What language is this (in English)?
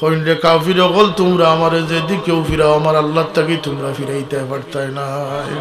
Sylheti